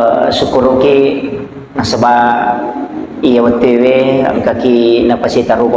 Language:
Buginese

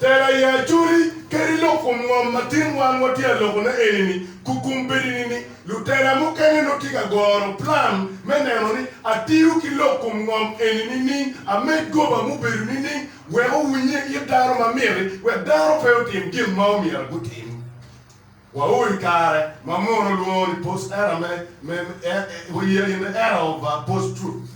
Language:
Acoli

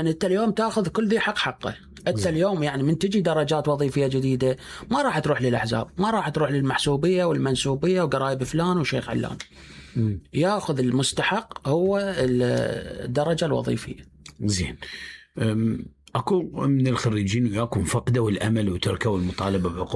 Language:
Mesopotamian Arabic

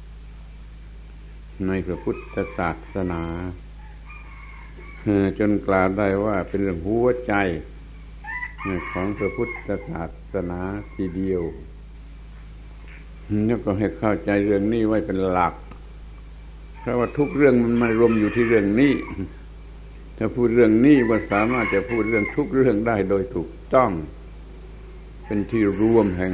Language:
Thai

